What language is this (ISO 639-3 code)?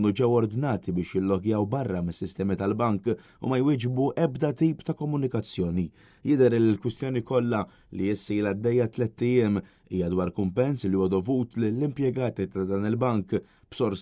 mlt